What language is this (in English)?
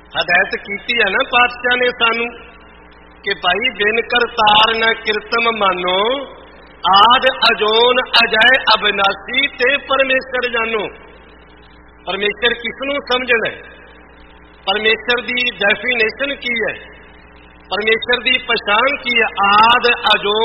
Punjabi